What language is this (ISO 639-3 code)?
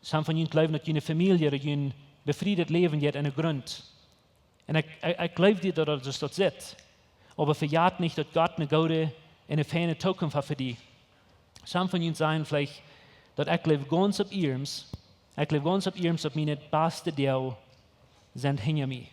pdt